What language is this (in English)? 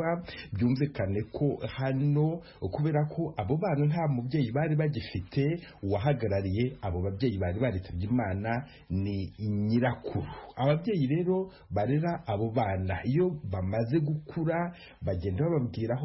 Kinyarwanda